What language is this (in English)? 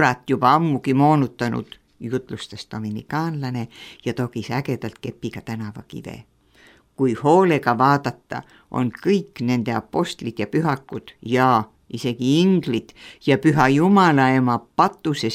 Estonian